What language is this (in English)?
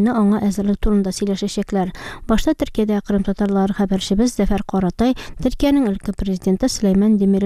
Tatar